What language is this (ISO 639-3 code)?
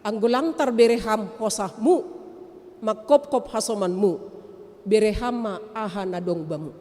bts